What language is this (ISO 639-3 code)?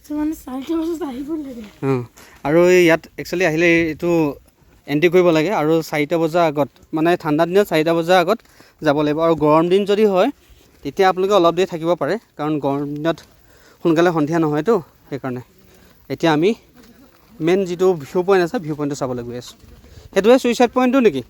asm